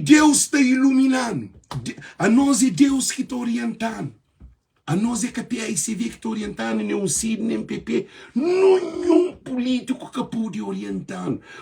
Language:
Kabuverdianu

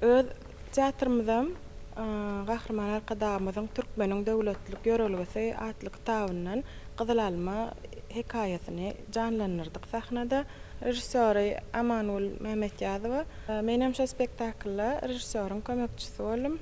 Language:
Turkmen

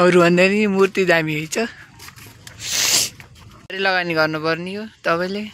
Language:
Nepali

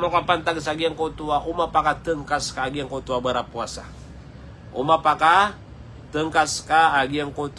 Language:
Maranao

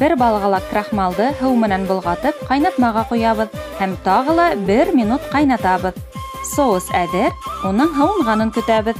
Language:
Bashkir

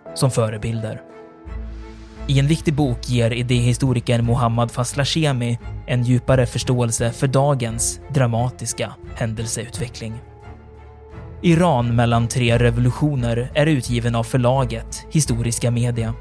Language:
Swedish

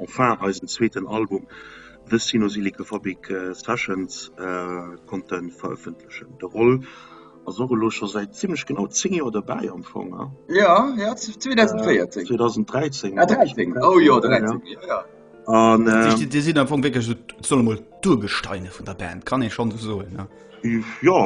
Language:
Luxembourgish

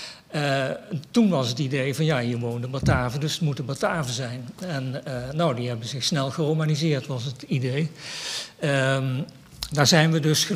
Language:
Dutch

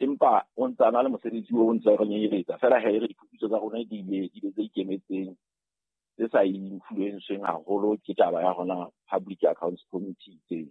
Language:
Southern Sotho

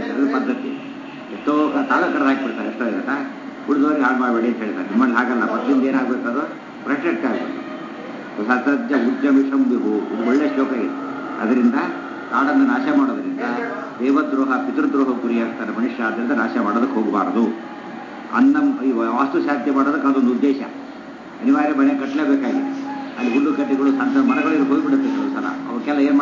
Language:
Kannada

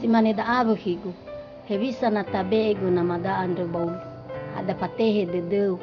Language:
Nias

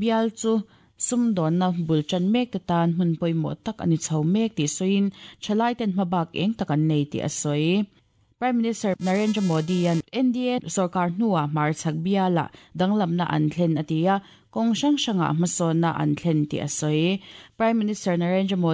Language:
Mizo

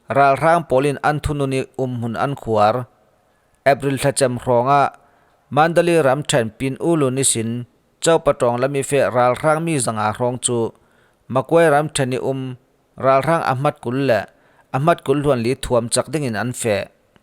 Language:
Falam Chin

